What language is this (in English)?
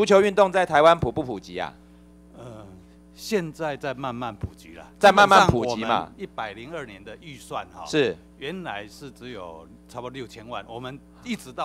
Chinese